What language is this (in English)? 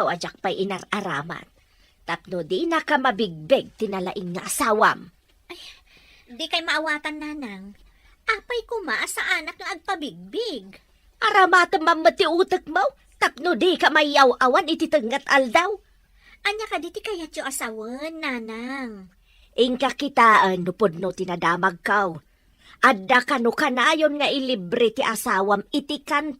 Iloko